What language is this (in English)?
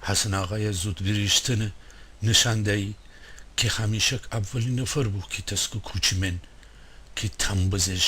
Gilaki